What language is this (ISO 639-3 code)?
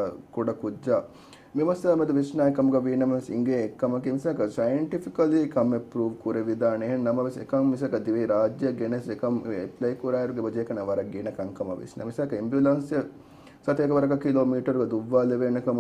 div